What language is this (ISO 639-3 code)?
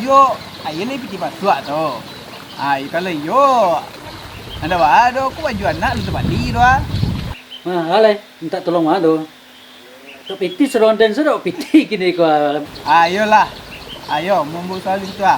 min